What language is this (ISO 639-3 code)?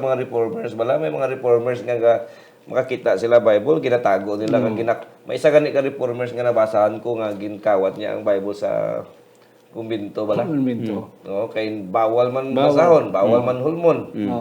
hil